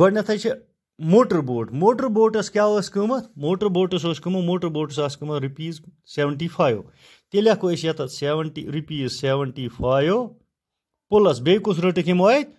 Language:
Kashmiri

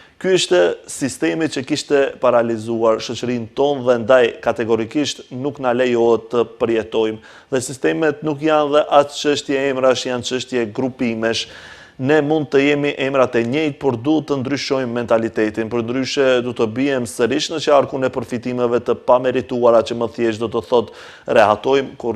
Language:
Albanian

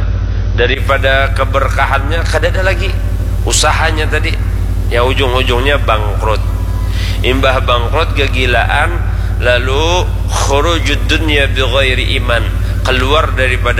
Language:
Banjar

